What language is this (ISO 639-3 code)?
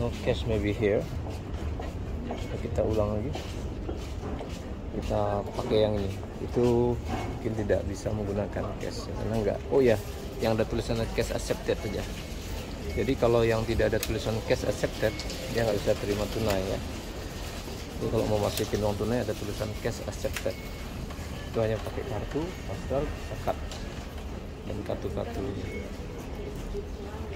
ind